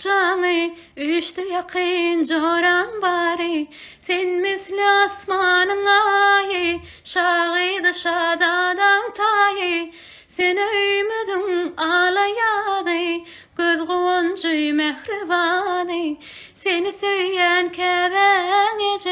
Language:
Turkmen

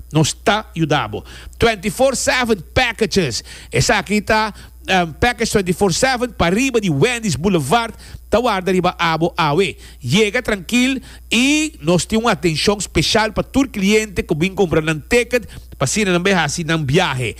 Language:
Papiamento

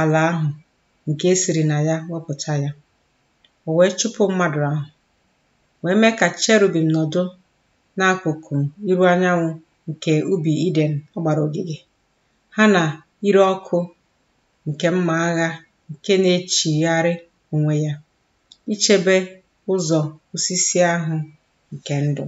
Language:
Igbo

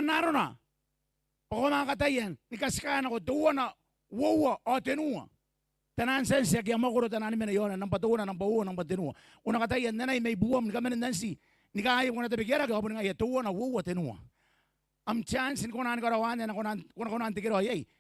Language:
Gilbertese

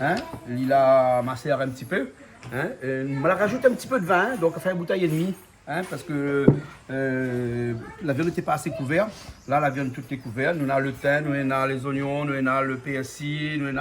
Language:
Réunion Creole French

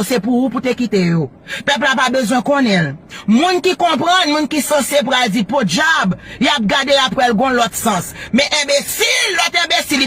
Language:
Haitian Creole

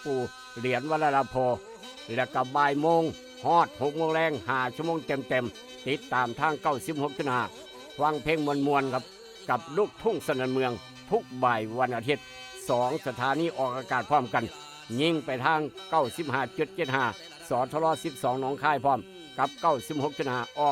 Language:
Northeastern Thai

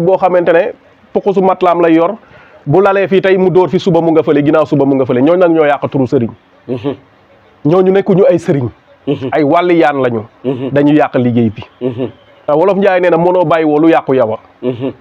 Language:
Wolof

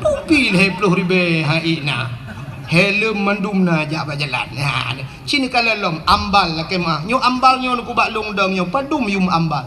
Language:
Achinese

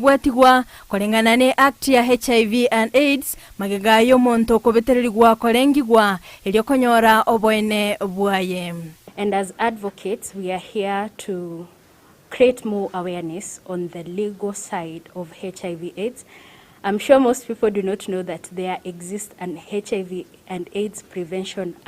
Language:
Gusii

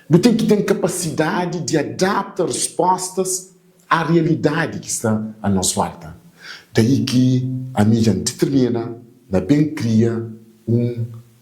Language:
Kabuverdianu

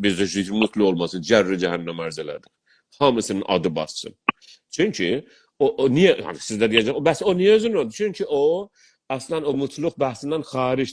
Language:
South Azerbaijani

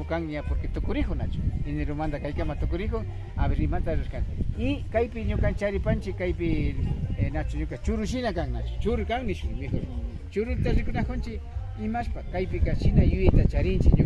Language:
Imbabura Highland Quichua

